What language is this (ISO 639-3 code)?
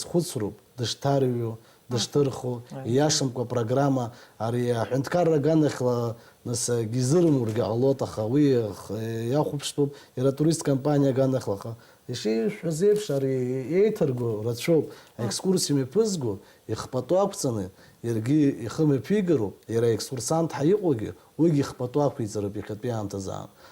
abk